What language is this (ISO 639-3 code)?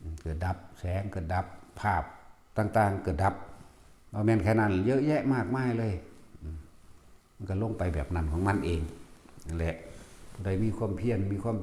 tts